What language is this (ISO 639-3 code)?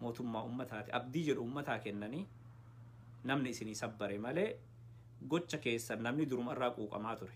orm